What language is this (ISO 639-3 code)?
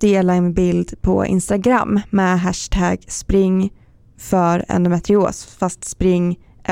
swe